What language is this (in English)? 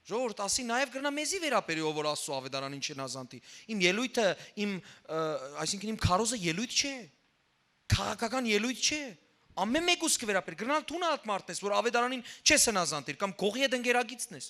Western Armenian